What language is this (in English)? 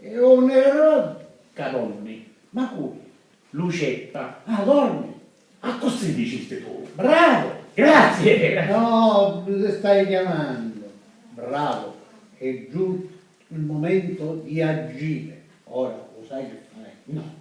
Sicilian